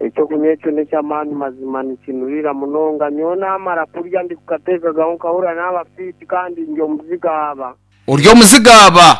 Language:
Nyankole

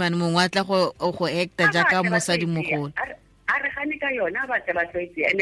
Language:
Tswana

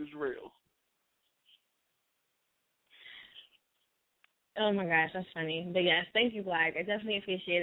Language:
English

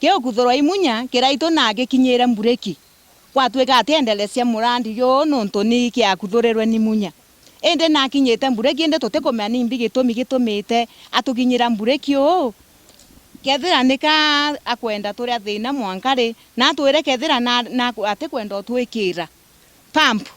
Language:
Meru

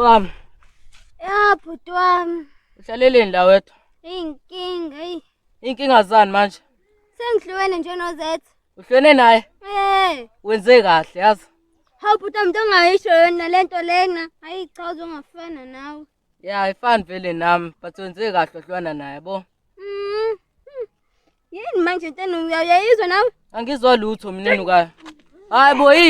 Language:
Zulu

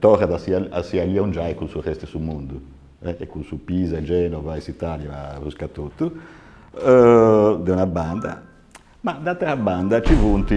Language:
Sardinian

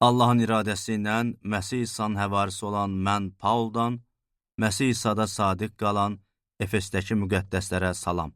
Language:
Azerbaijani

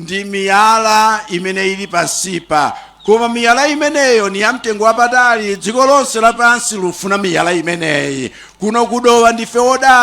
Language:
Nyanja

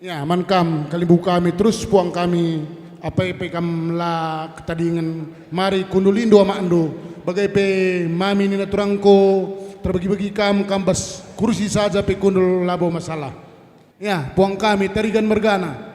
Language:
Batak Karo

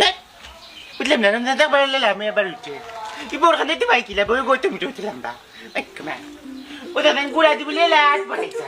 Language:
Sylheti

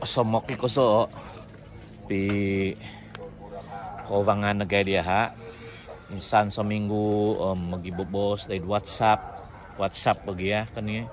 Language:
Central Dusun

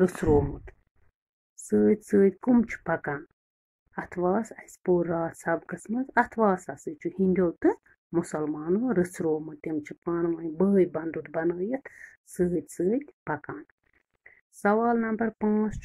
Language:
Kashmiri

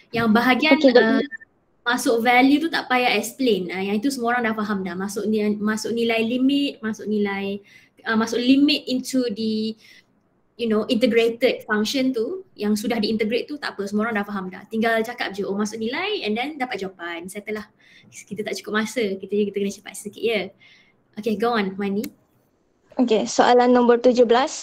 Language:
Malay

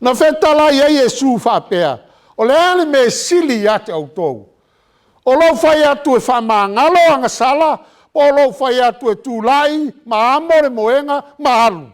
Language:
Samoan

